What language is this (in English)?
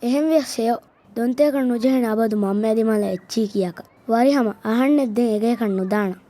Divehi